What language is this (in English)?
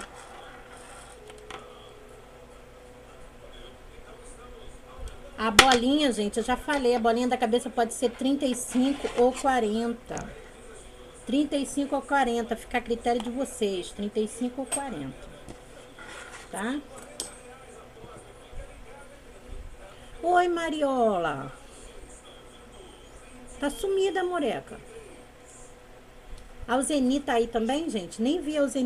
Portuguese